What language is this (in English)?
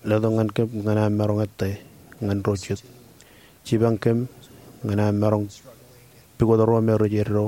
Marshallese